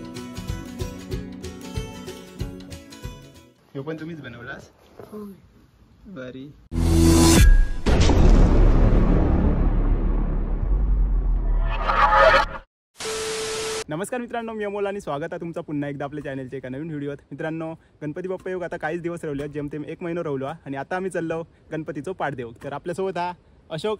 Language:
Marathi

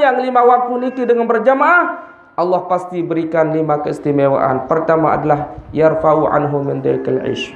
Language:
Sasak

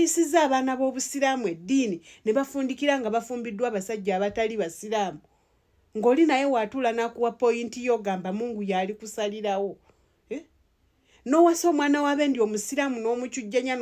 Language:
Ganda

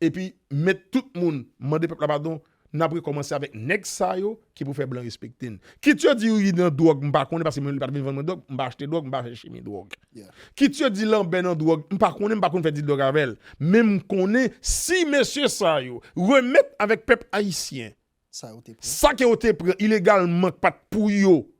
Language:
Haitian Creole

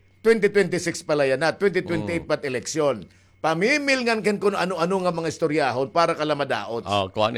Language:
Waray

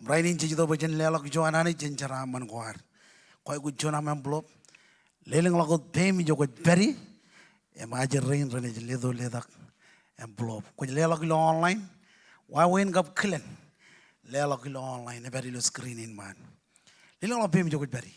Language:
Marshallese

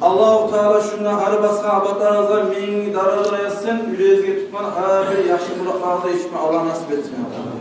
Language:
Kumyk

